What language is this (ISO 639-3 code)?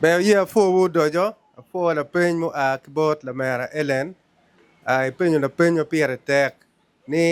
ach